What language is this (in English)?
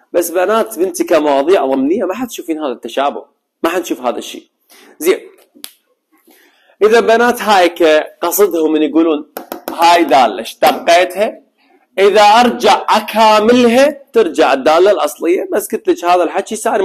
Mesopotamian Arabic